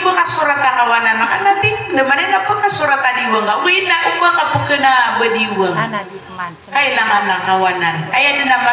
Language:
Maranao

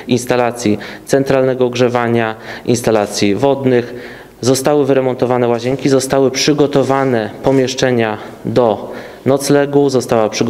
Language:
Polish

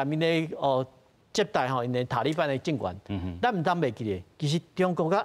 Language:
Min Nan Chinese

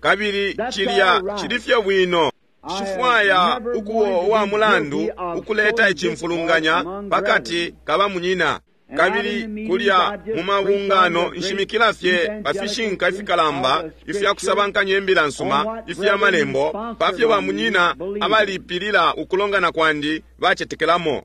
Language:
Bemba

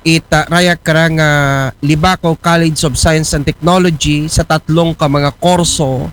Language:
Aklanon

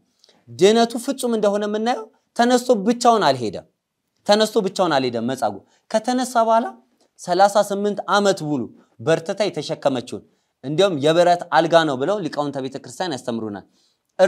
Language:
Amharic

